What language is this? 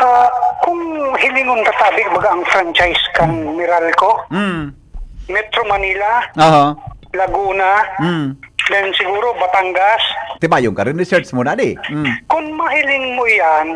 Bikol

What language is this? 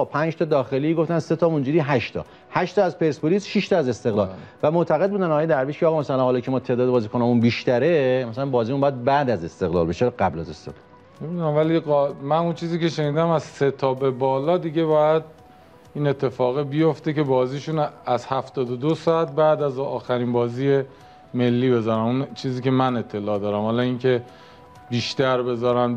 Persian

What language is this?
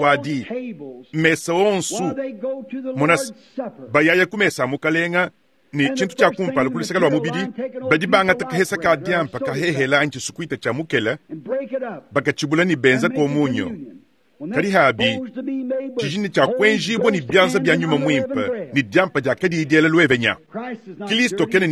Luba-Lulua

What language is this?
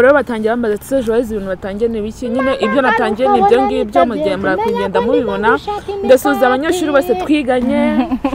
Kinyarwanda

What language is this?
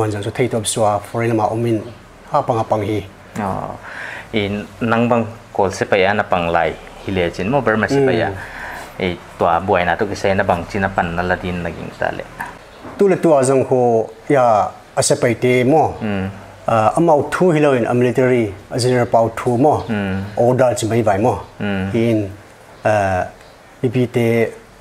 Paite Chin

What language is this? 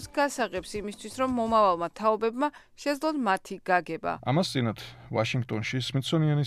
Georgian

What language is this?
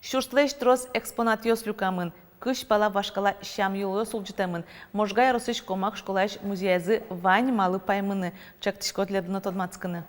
Udmurt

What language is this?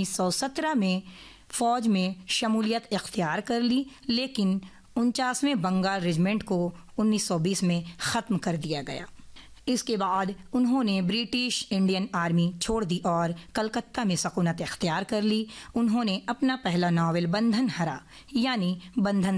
Urdu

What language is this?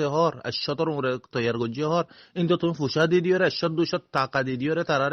Rohingya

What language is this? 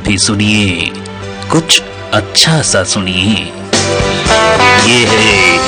Hindi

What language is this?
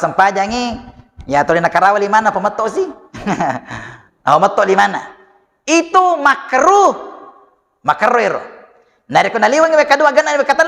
Buginese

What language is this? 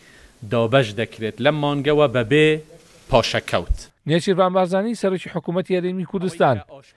Central Kurdish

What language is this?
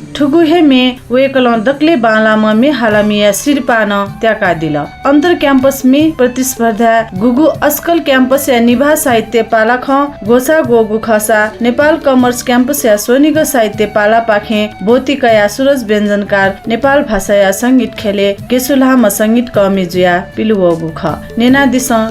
Newari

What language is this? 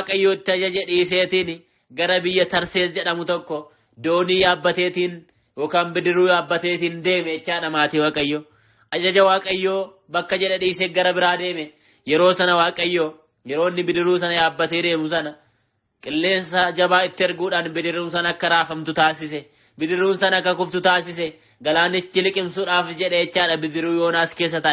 Oromo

